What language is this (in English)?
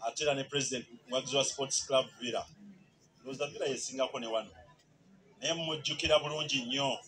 Ganda